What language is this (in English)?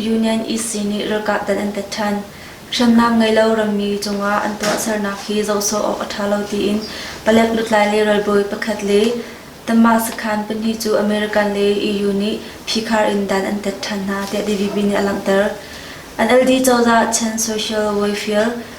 Hakha Chin